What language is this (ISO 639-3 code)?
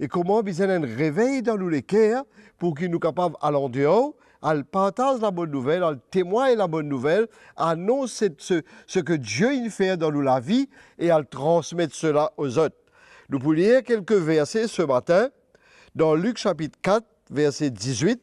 mfe